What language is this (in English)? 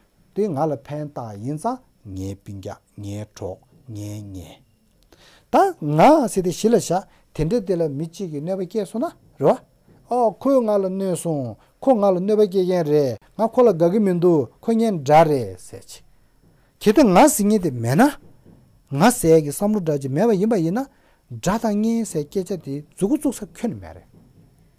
Tibetan